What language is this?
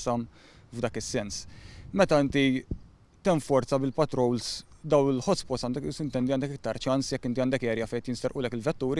Maltese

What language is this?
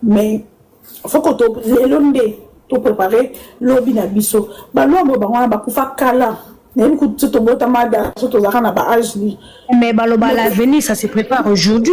Lingala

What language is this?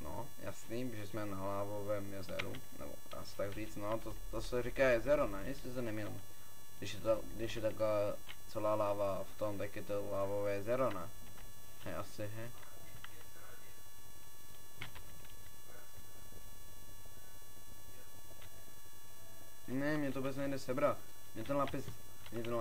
Czech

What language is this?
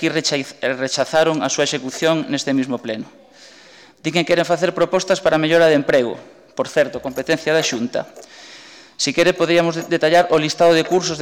Galician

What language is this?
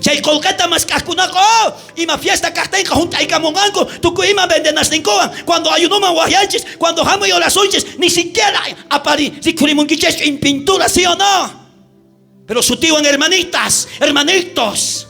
South Bolivian Quechua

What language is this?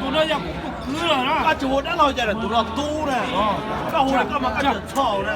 Hmong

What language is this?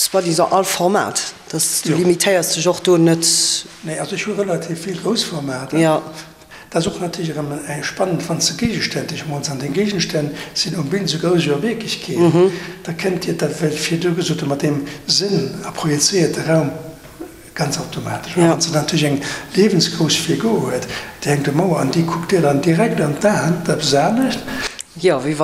Luxembourgish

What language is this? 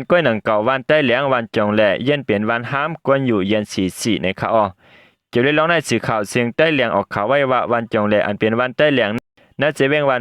Shan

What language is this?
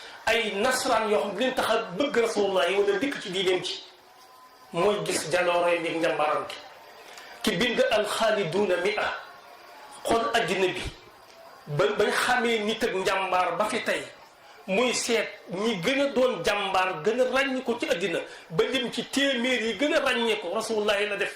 Wolof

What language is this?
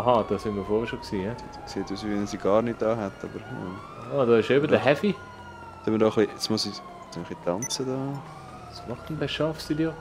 Swiss German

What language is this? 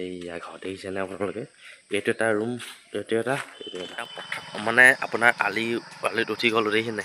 Assamese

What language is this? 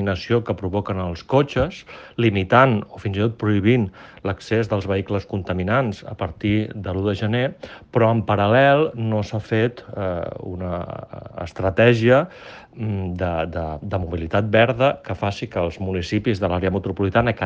Catalan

